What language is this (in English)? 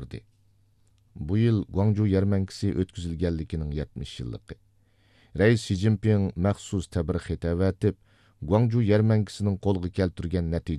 Uyghur